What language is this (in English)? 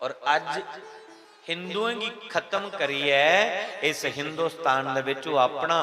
Dogri